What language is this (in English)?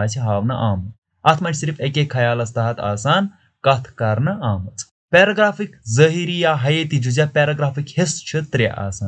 Kashmiri